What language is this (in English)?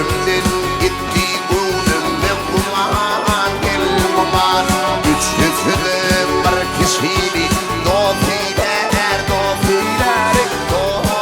Turkmen